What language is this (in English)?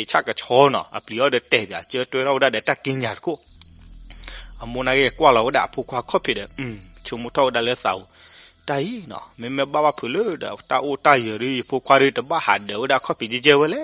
S'gaw Karen